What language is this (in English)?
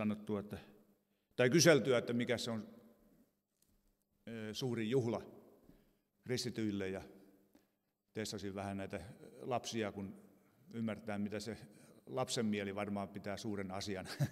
Finnish